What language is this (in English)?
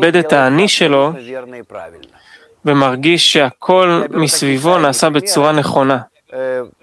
Hebrew